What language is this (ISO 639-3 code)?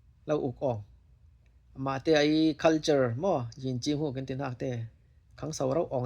cfm